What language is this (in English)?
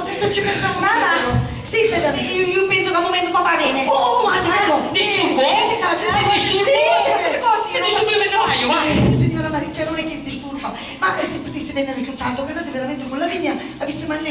Sicilian